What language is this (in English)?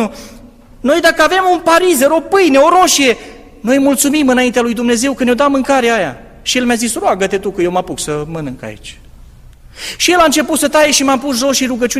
Romanian